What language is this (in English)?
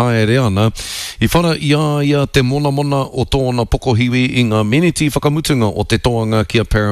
Māori